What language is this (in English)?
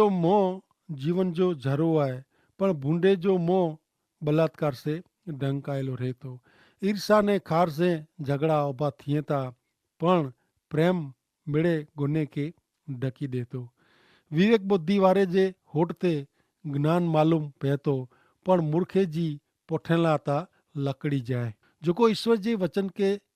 Kachhi